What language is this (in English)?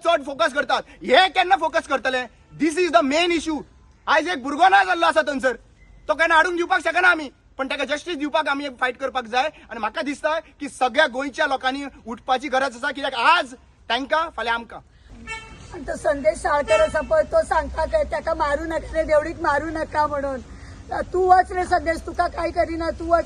Konkani